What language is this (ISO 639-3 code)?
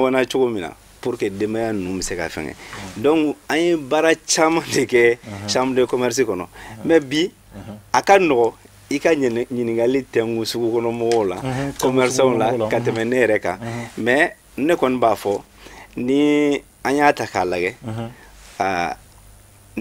bam